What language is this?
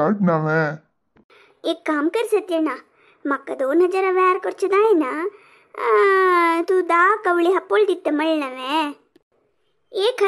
Konkani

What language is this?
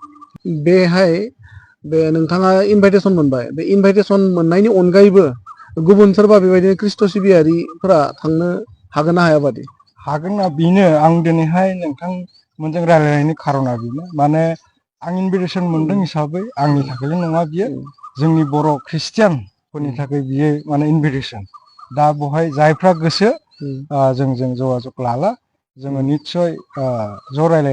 Bodo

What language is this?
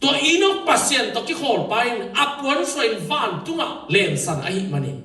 Tedim Chin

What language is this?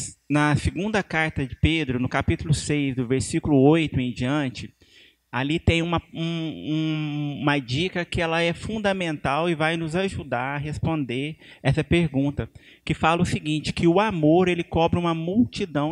Portuguese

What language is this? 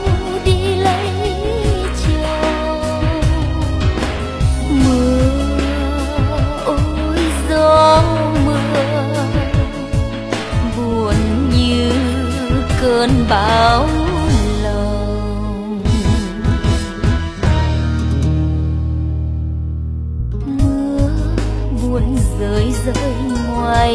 Vietnamese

